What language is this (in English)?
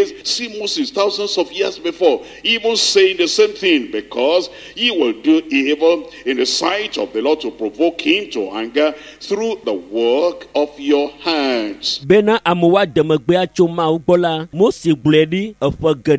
Ewe